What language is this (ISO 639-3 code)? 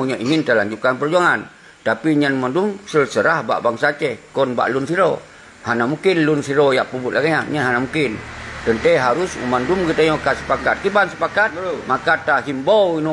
ace